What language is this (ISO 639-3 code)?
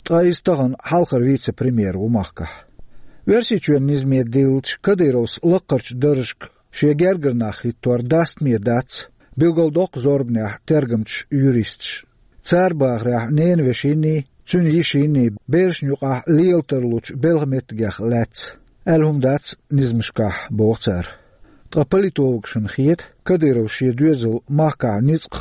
che